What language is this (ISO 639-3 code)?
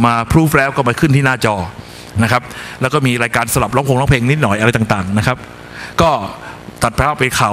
tha